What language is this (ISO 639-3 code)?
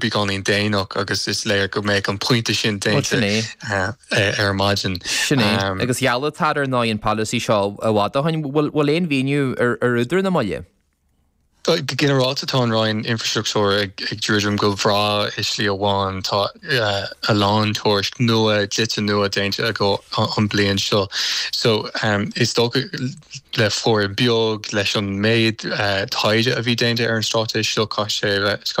gle